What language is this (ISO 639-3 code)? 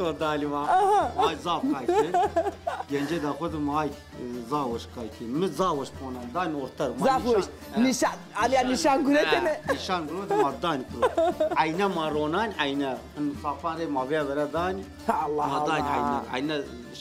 zza